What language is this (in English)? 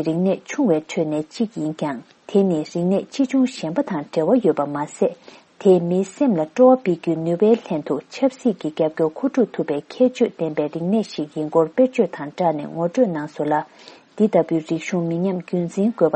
Tibetan